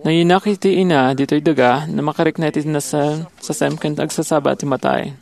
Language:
Iloko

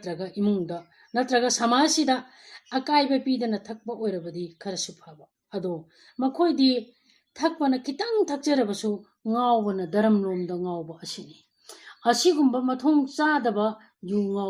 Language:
Manipuri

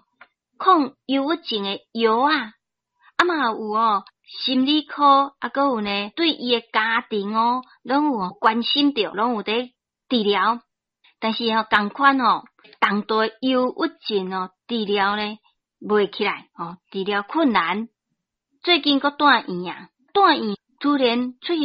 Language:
Min Nan Chinese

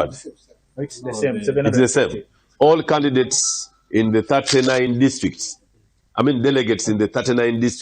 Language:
Nyankole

